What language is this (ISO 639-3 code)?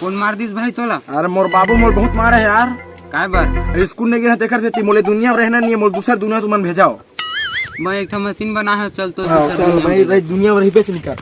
hne